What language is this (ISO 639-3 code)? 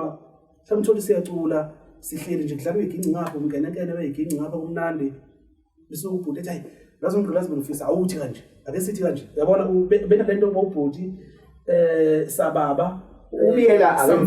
zul